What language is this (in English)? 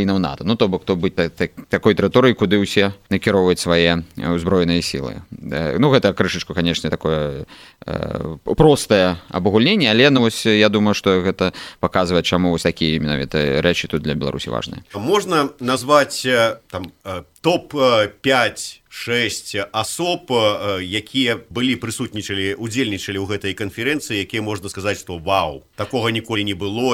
Belarusian